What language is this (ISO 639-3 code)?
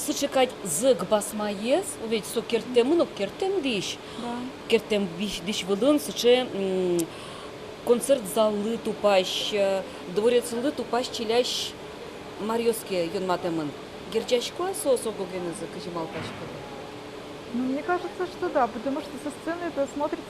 udm